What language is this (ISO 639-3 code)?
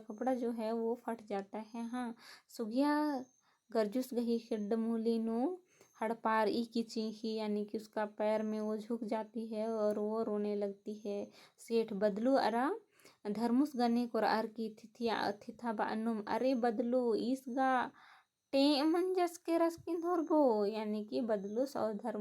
kru